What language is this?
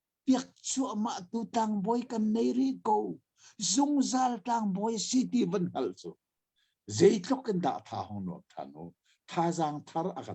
Hakha Chin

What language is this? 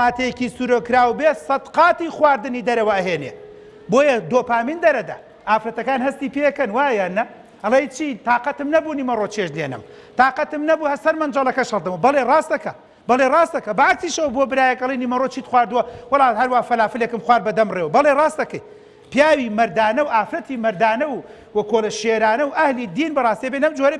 Central Kurdish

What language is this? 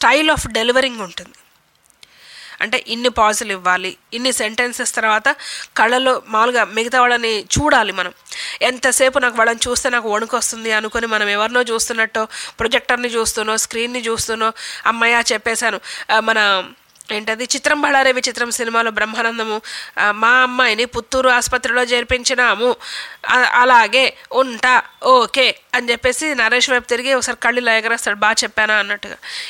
Telugu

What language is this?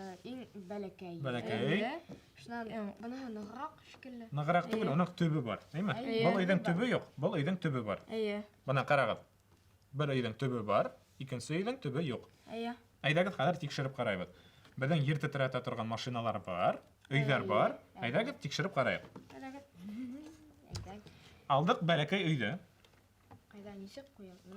Bashkir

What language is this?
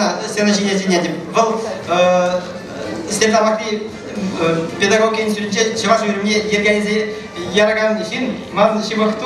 Chuvash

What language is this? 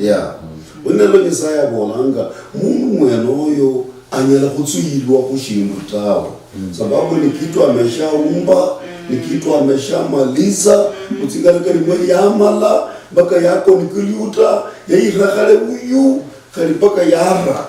Luyia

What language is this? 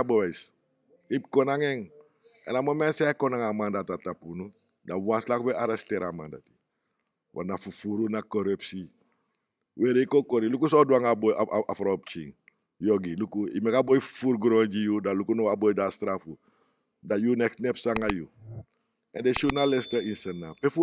Sranan Tongo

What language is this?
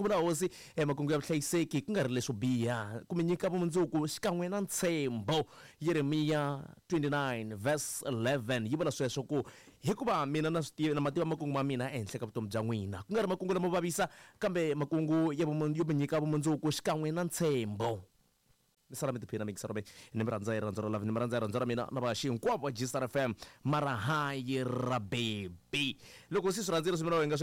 Tsonga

